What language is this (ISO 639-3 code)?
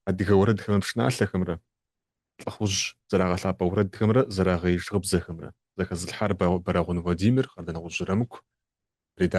kbd